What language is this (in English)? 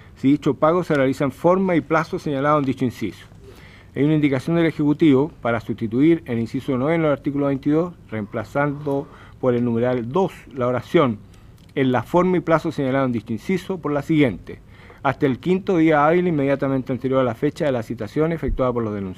Spanish